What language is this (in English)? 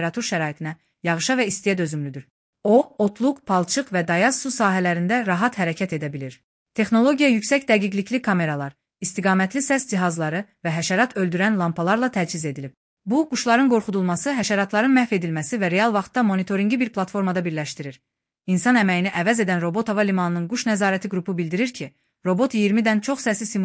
Azerbaijani